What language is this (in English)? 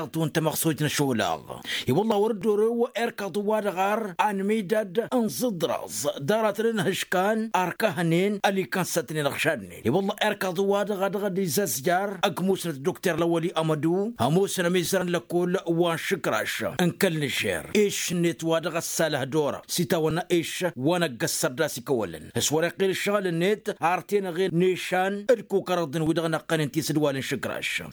Tamasheq